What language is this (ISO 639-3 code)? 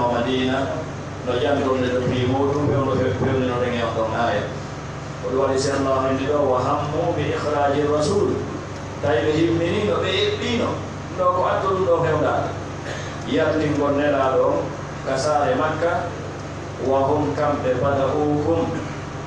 ful